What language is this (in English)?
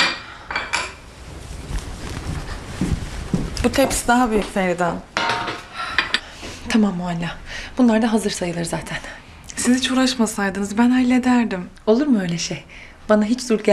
Turkish